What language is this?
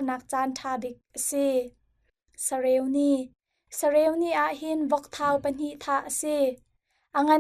Hakha Chin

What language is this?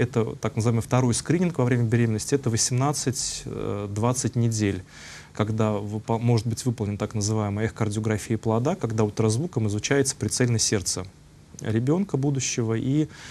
Russian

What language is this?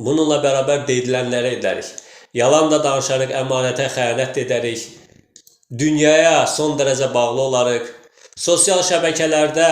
Azerbaijani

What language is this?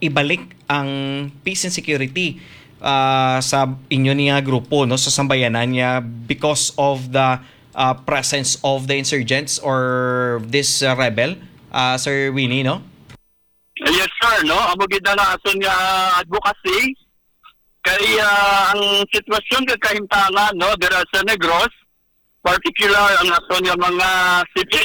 Hiligaynon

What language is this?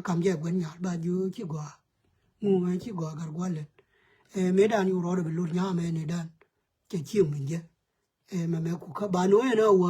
Nuer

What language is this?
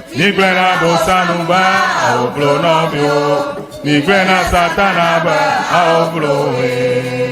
Ewe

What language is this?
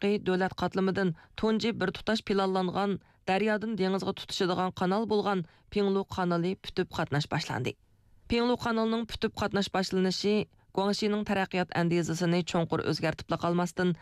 Uyghur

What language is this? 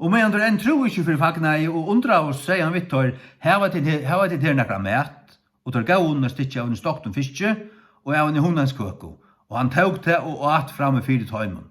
Faroese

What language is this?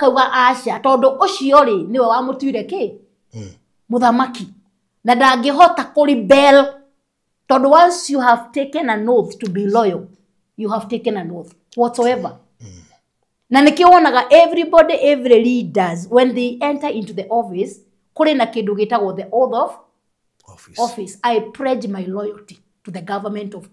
Kikuyu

